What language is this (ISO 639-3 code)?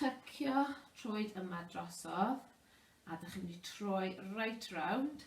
cym